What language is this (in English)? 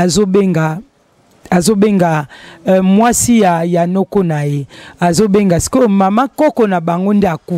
Lingala